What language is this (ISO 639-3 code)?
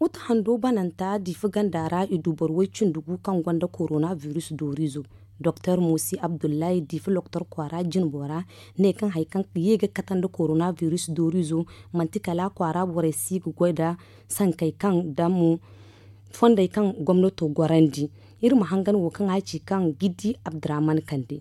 dje